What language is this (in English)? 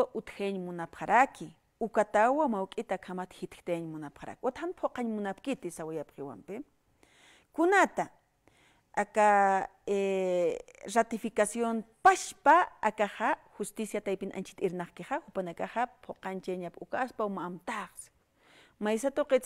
Aymara